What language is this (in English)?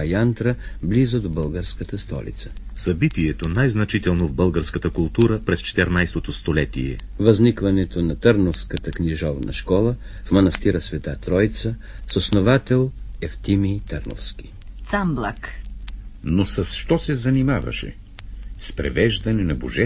Bulgarian